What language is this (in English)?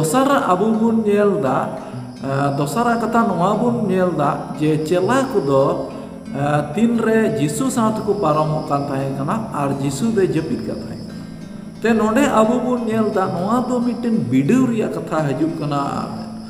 Santali